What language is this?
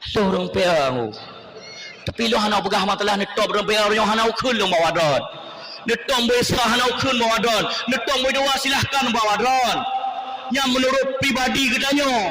Achinese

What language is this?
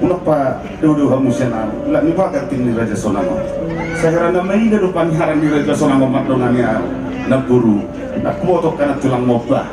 Batak Toba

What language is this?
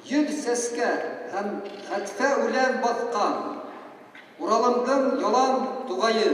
Bashkir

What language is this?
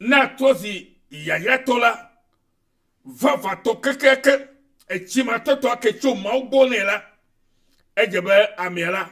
Ewe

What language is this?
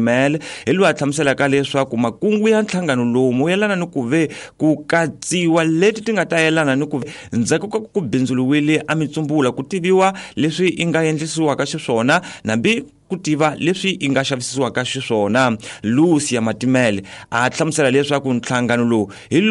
Tsonga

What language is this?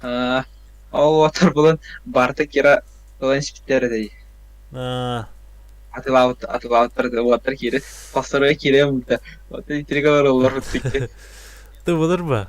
Yakut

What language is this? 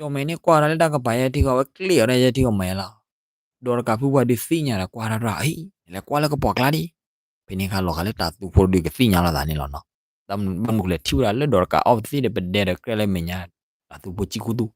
S'gaw Karen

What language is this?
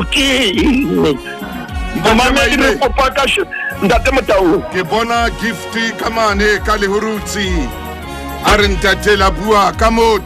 Southern Sotho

